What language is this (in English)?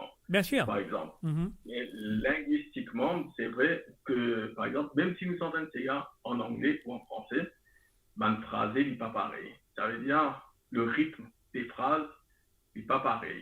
Morisyen